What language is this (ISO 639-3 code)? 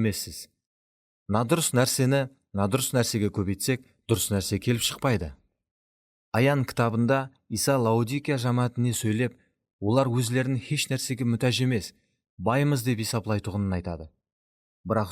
kaa